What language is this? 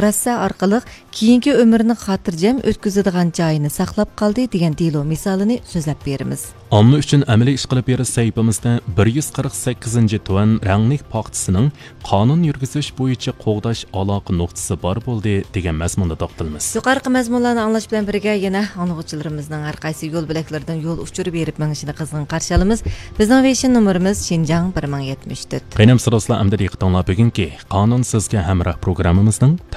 Uyghur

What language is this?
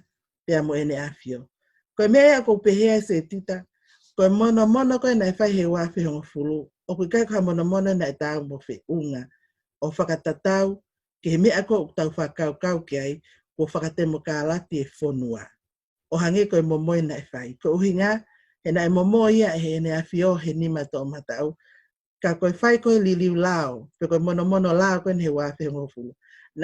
Tongan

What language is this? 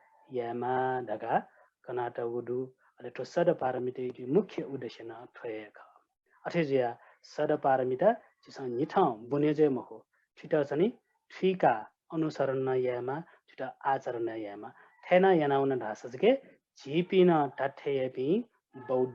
Newari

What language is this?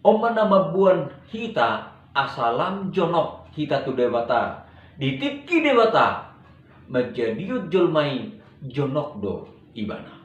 Batak Toba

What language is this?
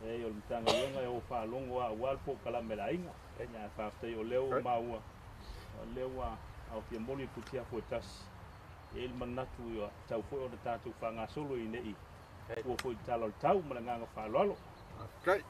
Samoan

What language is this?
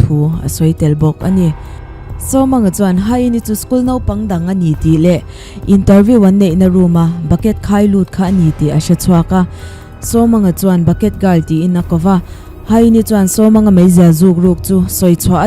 Mizo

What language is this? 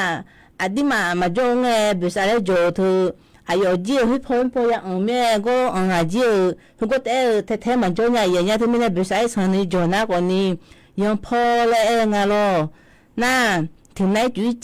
Akha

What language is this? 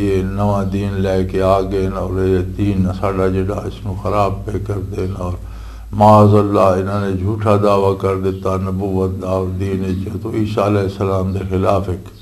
Western Panjabi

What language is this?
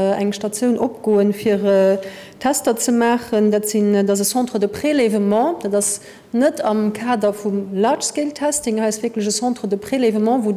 Luxembourgish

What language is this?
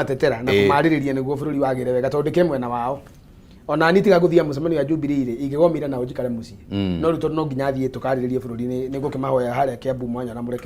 Kikuyu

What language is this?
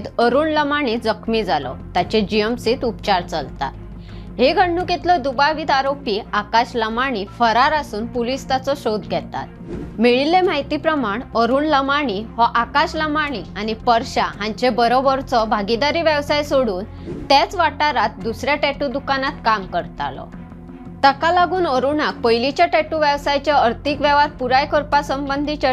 Konkani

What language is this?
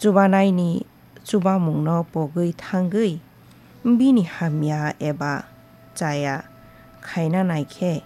Kok Borok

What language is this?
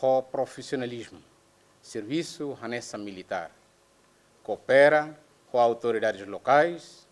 Tetum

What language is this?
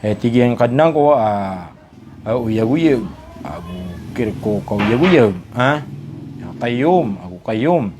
Maranao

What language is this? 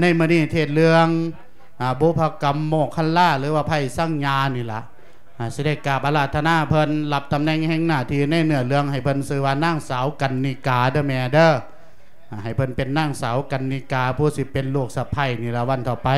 Lao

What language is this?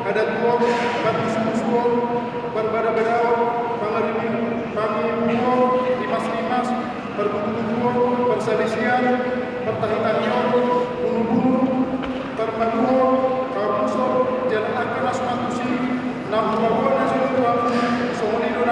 Batak Toba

